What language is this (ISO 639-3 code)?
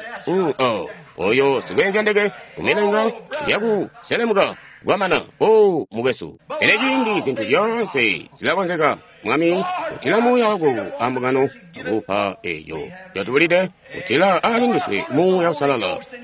toi